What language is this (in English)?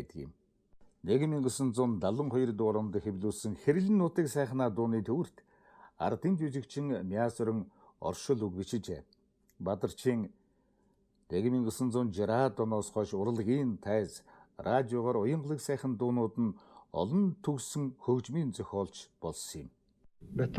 Mongolian